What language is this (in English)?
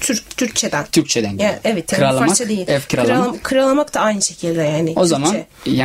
Turkish